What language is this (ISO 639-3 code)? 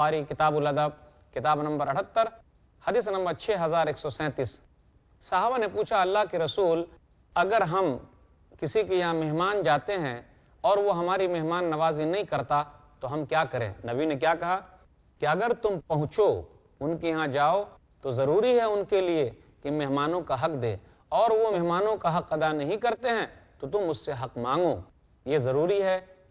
urd